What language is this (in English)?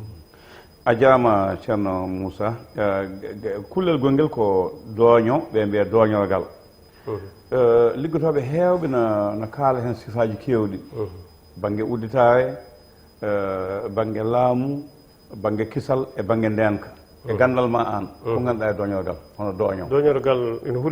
Fula